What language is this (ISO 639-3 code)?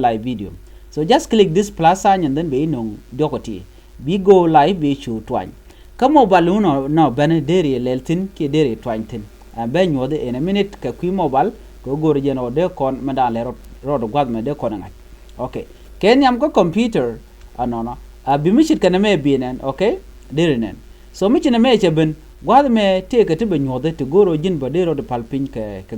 nus